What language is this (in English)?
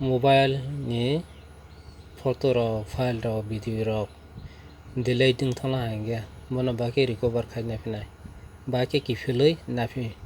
Kok Borok